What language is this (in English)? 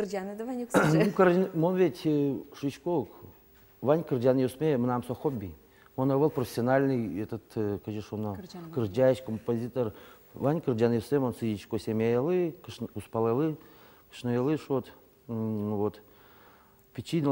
Udmurt